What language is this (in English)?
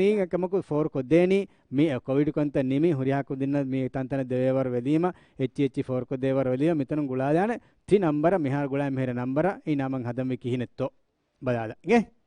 Divehi